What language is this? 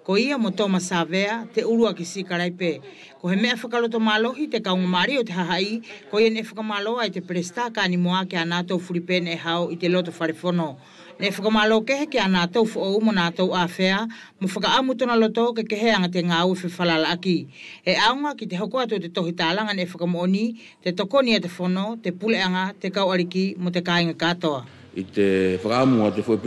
Wallisian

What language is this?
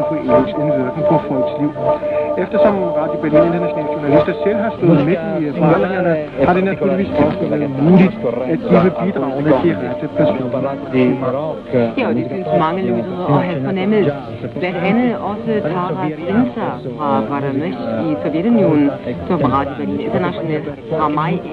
Danish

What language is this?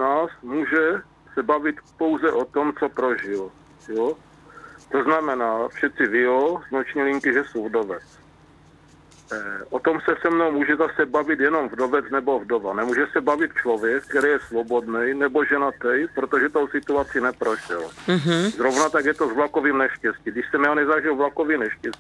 Czech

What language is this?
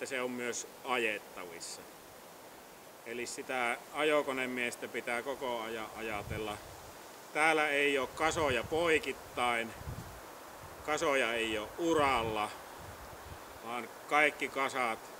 Finnish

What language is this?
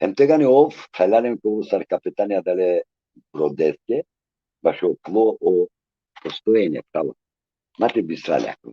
Balkan Romani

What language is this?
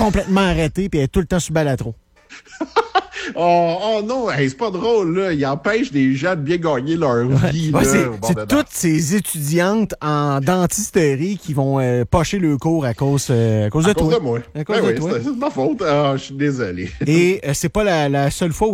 French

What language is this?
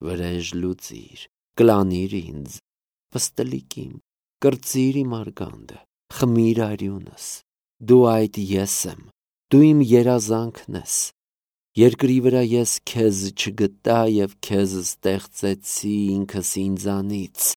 Armenian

